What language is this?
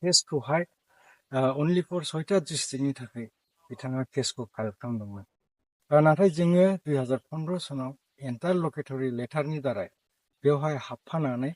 Bodo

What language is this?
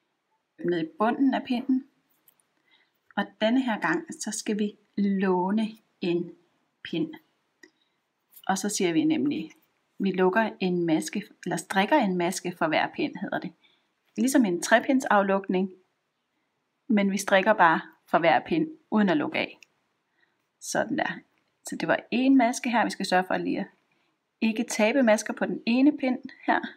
Danish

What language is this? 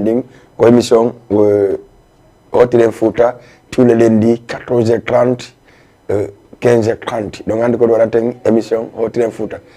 Fula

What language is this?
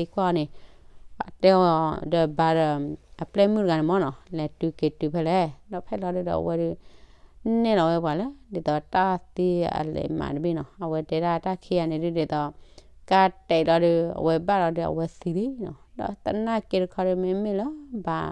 S'gaw Karen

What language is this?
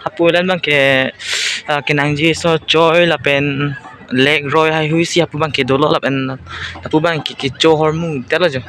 Karbi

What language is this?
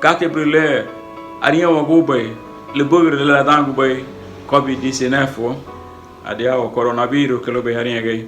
Garifuna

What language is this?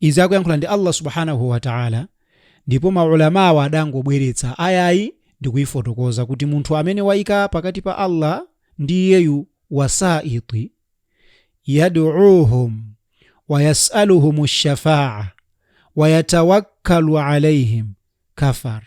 Nyanja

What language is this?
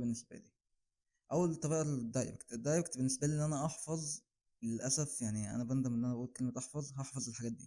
Egyptian Arabic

